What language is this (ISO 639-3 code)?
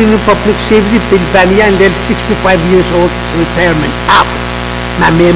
pon